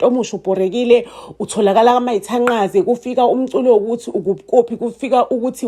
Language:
Zulu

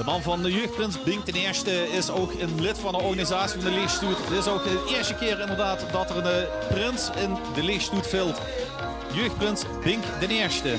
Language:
Limburgish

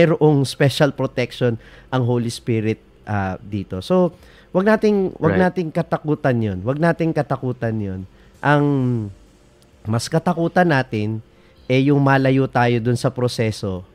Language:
Filipino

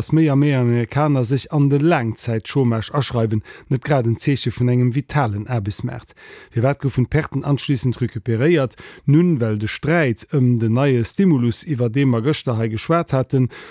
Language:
Luxembourgish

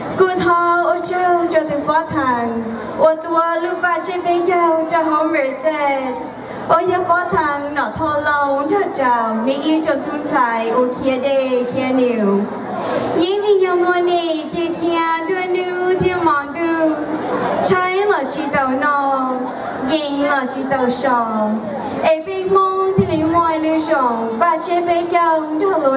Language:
Hmong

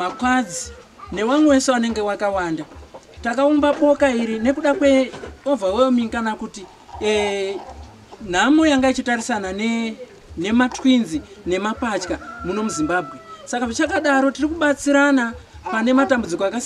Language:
Shona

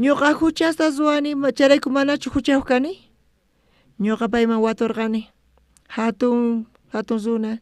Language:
South Bolivian Quechua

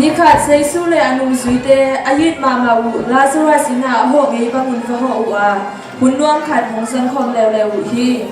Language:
Tedim Chin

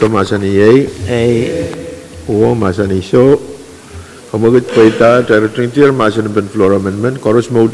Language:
Pohnpeian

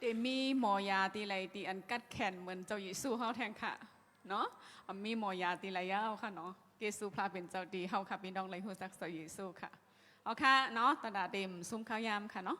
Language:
Shan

